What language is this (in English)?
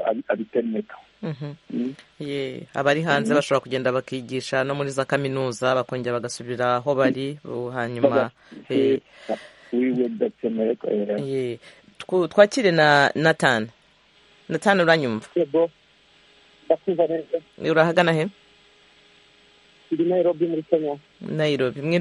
Kinyarwanda